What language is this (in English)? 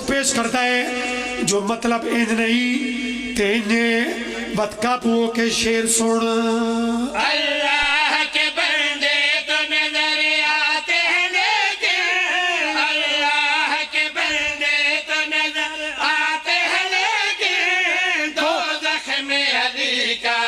Pahari-Potwari